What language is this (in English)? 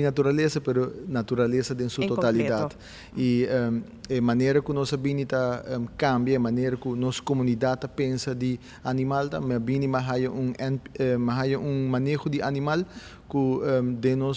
Papiamento